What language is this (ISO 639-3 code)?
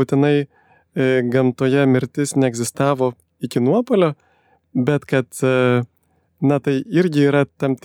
lit